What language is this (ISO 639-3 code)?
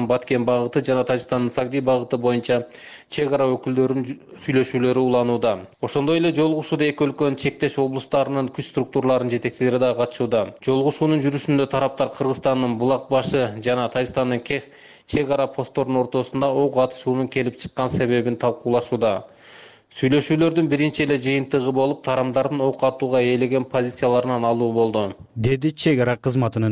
kir